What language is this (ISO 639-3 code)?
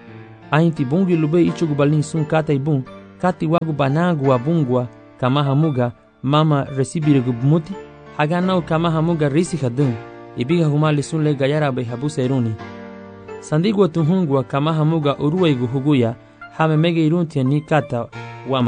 cab